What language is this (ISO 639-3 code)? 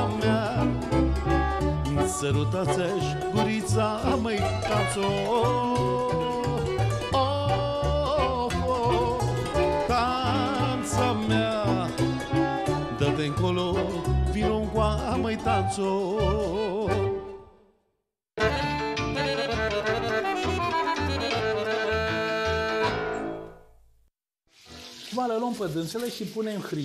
ron